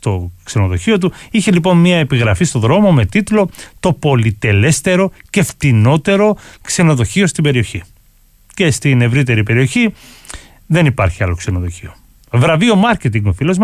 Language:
Greek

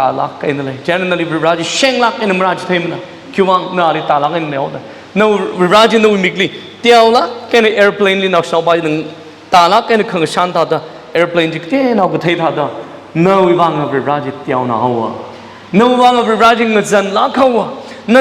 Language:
Tangkhul Naga (India)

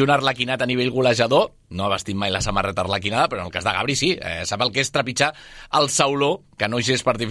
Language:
Catalan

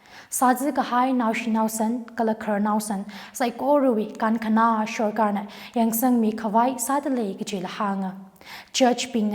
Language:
Tangkhul Naga (India)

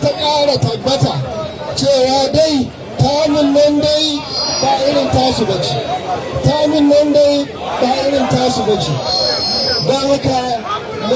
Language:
Hausa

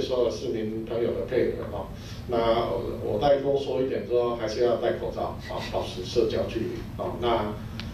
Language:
Chinese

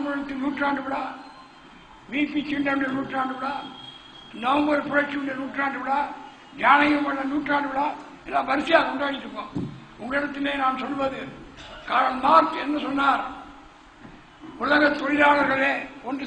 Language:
Tamil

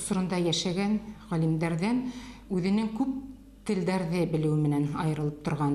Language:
Bashkir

